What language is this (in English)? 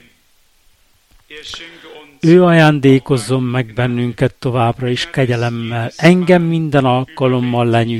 Hungarian